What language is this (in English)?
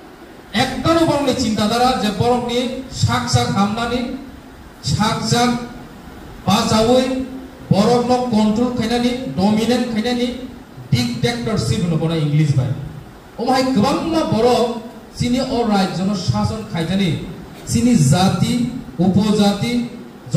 Kok Borok